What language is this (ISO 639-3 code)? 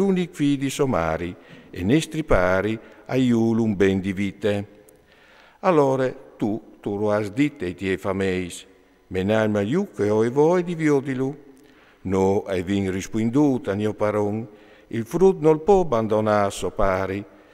fur